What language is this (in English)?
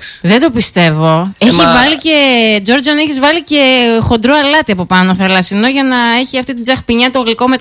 Greek